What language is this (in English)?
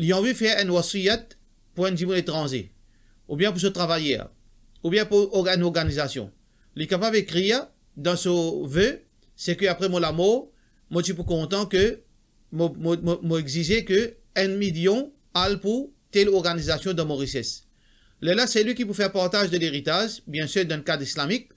Morisyen